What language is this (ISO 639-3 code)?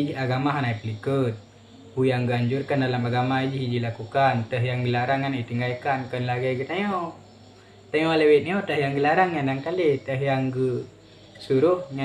ace